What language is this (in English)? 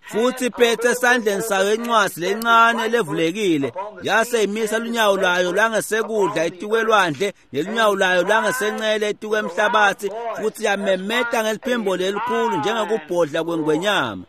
Swati